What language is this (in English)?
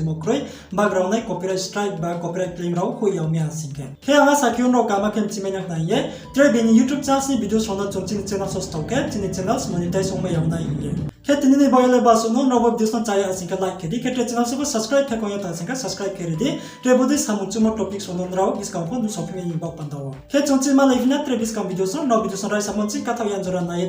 Riang (India)